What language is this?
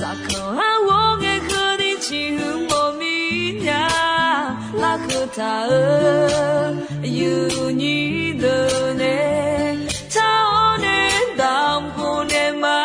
Akha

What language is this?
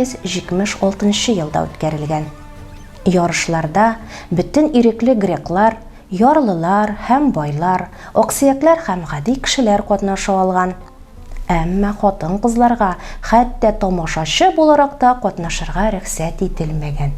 Tatar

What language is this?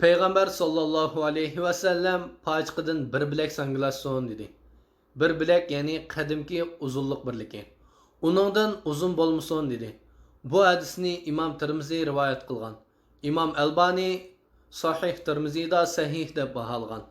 Uyghur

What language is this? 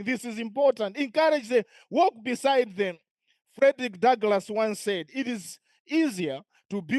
English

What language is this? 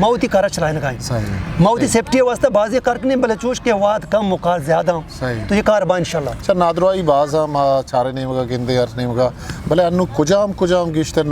Eastern Balochi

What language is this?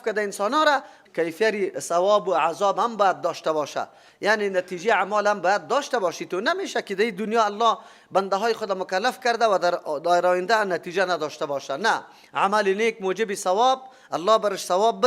Persian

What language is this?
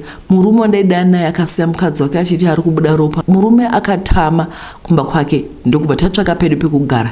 Shona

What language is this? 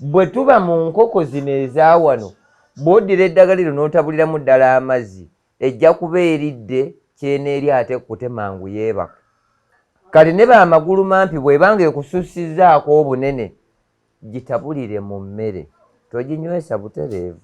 Ganda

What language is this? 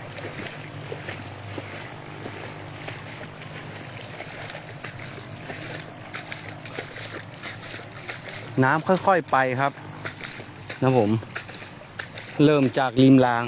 Thai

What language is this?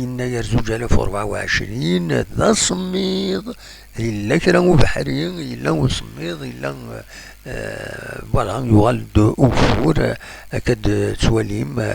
Kabyle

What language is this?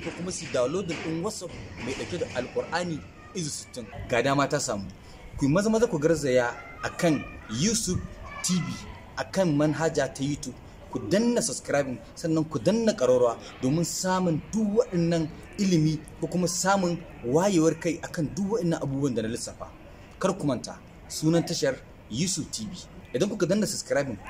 Hausa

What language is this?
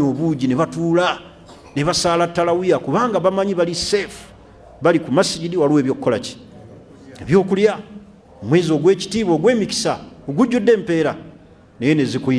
Ganda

